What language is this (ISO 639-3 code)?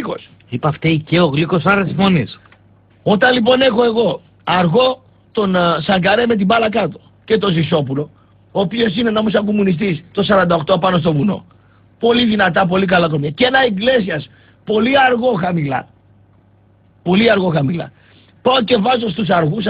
ell